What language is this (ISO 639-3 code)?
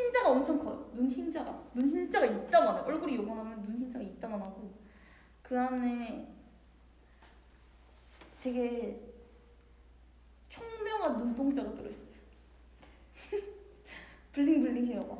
kor